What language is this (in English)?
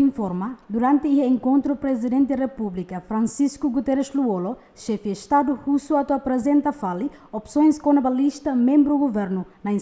Tetum